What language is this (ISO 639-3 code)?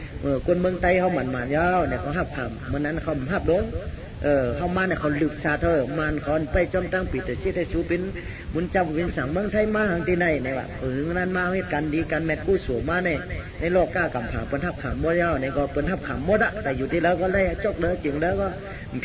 shn